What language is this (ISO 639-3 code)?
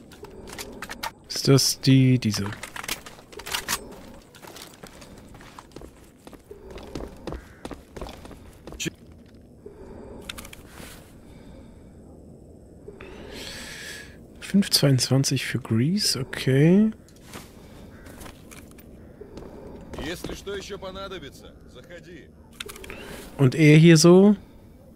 deu